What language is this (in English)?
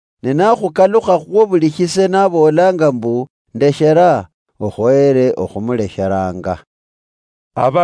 Luyia